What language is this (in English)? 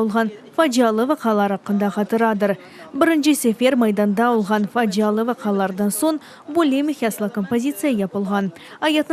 Crimean Tatar